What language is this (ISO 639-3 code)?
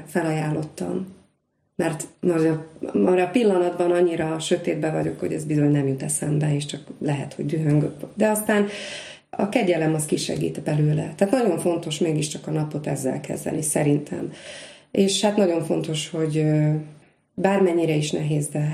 hun